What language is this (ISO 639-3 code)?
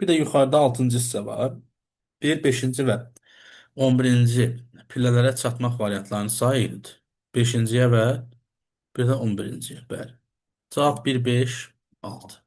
aze